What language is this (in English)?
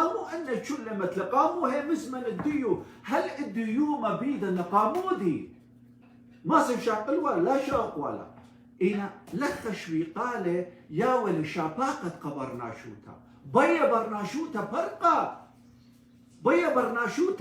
Assyrian Neo-Aramaic